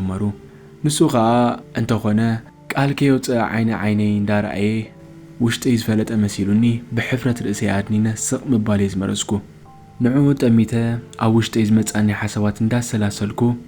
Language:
Tigrinya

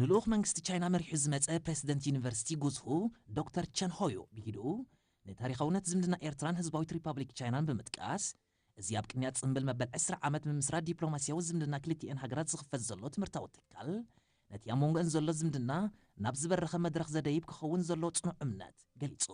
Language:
Tigrinya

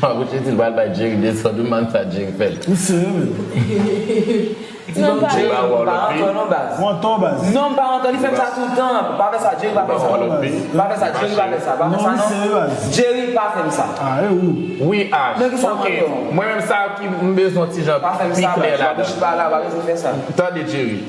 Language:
Haitian Creole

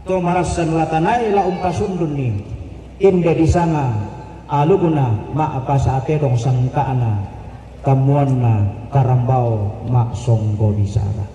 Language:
Toraja-Sa'dan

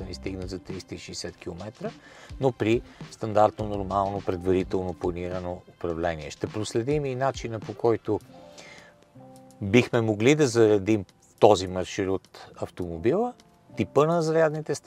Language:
Bulgarian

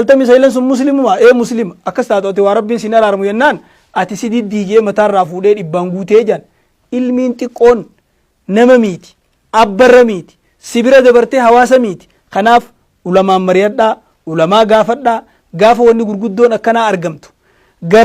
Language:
Oromo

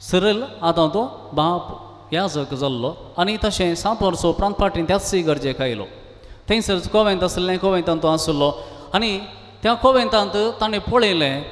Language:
Konkani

